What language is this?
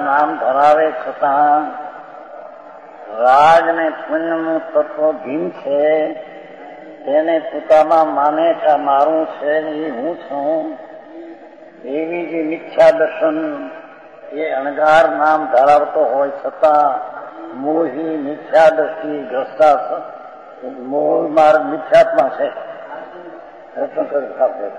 Gujarati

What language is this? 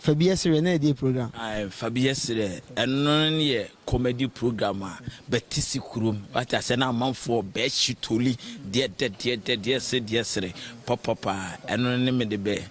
Akan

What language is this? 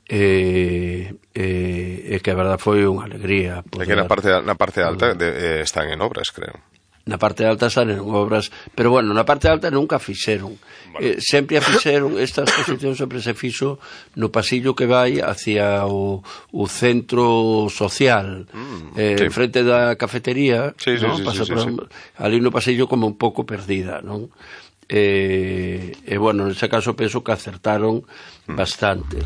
Galician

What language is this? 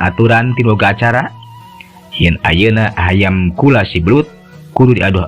Sundanese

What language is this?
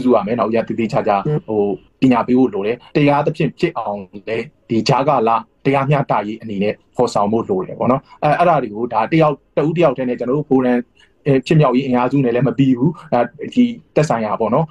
Burmese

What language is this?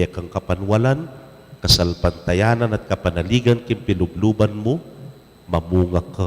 Pampanga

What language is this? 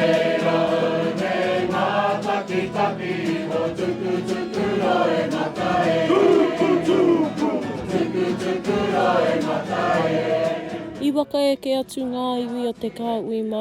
Māori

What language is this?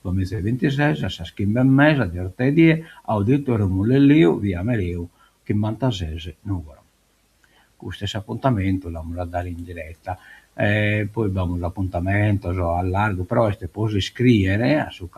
Sardinian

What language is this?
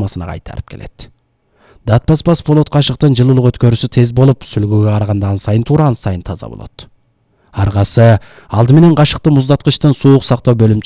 Kyrgyz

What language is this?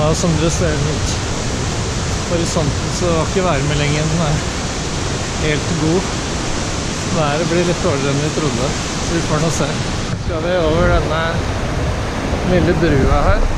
Norwegian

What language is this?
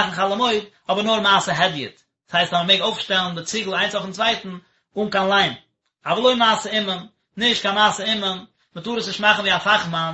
Yiddish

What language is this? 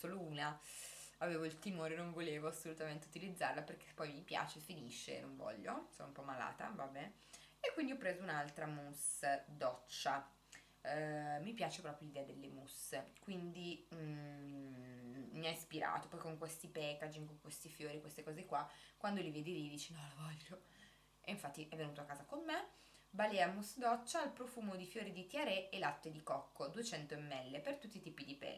Italian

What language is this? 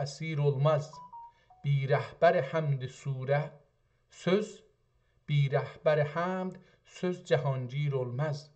South Azerbaijani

